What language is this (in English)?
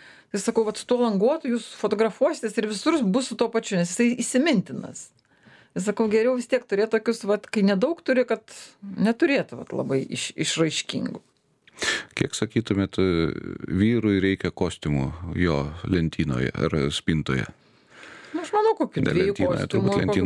Lithuanian